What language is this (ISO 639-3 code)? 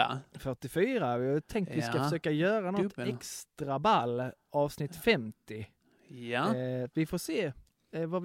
swe